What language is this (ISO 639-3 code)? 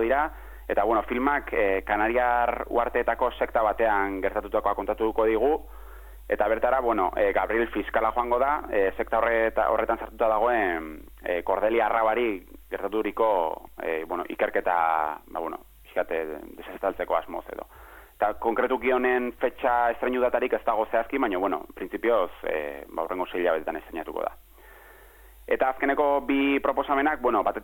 eus